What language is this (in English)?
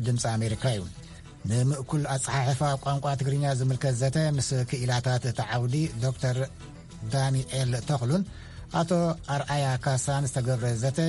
Tigrinya